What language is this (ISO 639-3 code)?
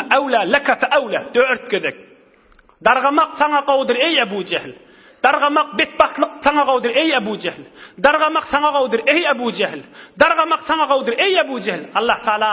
tuk